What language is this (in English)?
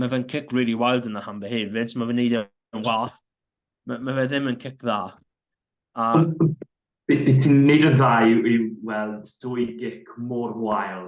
Welsh